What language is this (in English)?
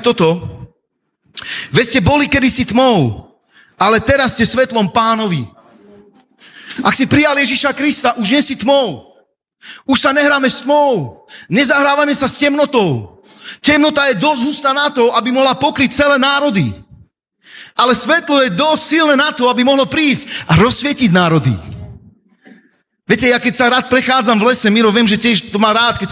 Slovak